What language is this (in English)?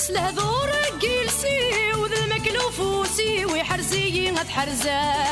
Kabyle